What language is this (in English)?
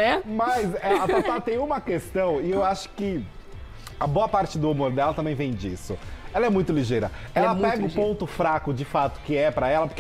Portuguese